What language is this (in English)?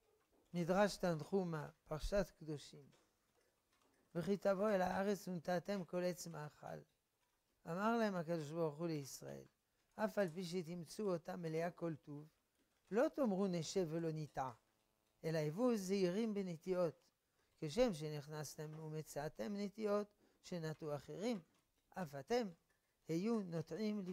Hebrew